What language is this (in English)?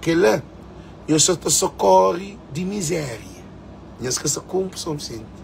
Kabuverdianu